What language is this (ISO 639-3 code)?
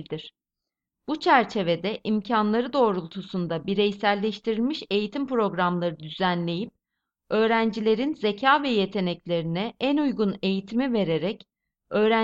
tur